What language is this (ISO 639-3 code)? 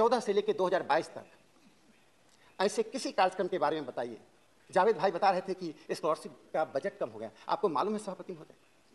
hin